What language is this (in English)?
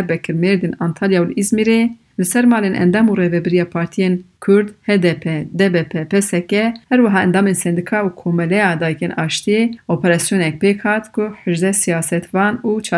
Kurdish